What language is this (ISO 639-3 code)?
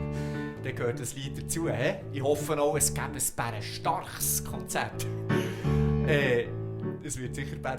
gsw